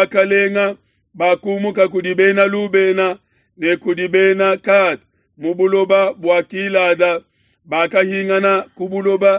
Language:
Luba-Lulua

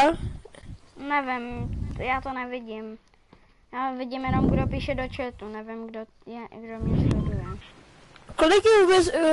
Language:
Czech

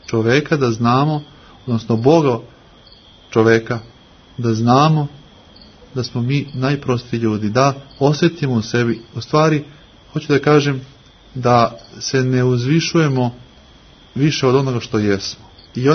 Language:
Serbian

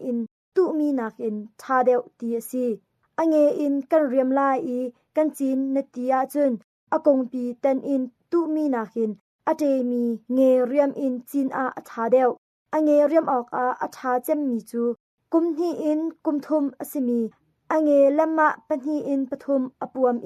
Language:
Hakha Chin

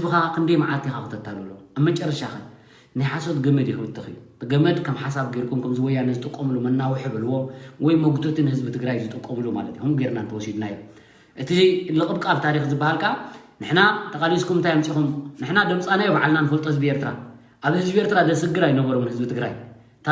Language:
Tigrinya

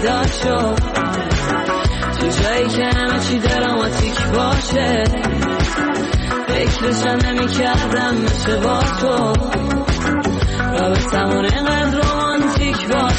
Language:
Persian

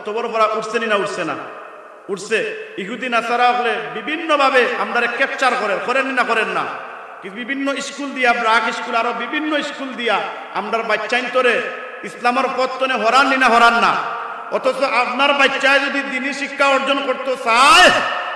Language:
Sylheti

